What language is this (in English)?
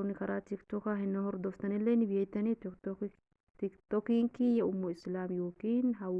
Oromo